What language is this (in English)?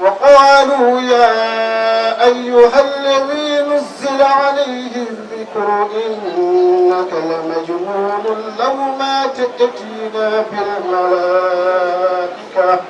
Fula